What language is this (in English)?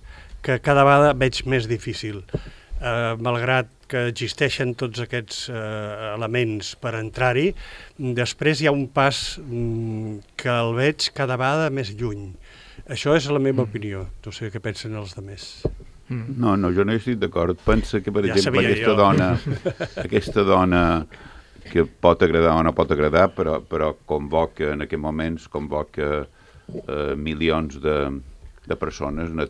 Catalan